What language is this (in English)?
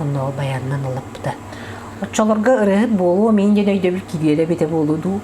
Yakut